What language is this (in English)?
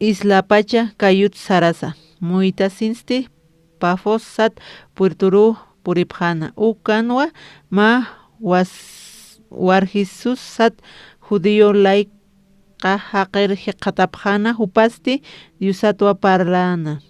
Aymara